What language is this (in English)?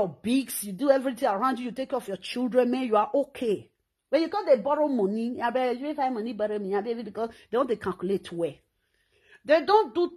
Nigerian Pidgin